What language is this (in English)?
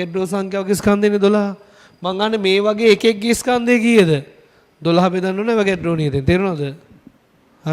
Sinhala